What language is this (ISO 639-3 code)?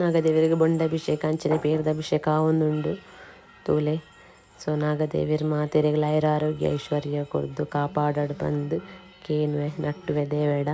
tcy